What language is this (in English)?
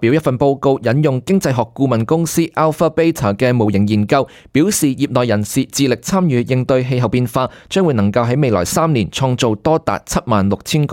Cantonese